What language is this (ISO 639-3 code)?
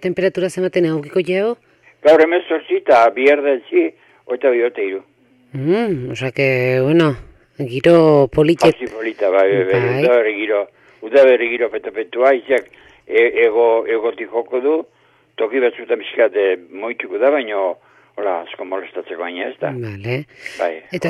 eus